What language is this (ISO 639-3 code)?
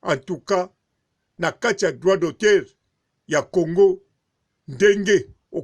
lin